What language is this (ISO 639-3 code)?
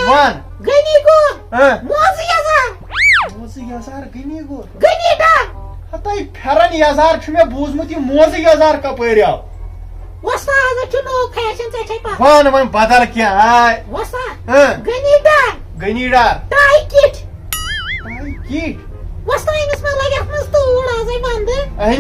kas